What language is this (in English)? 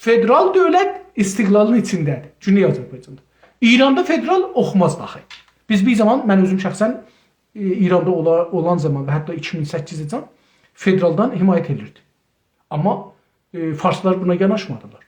South Azerbaijani